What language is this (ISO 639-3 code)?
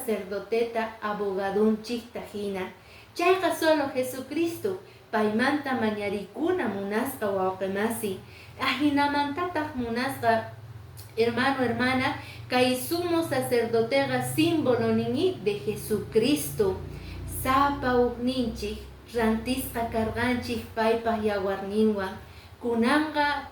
que